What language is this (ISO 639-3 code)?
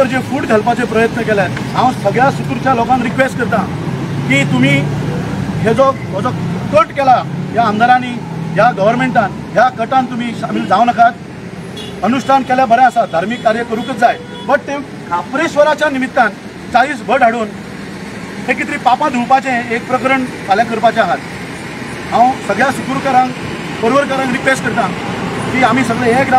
kok